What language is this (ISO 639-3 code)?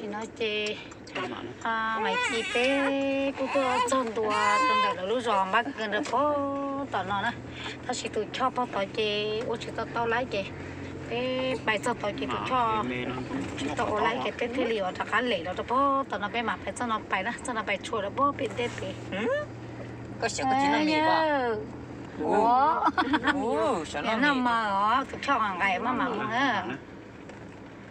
vie